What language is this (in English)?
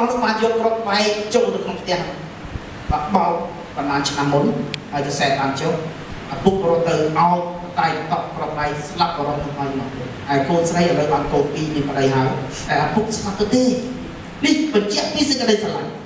Khmer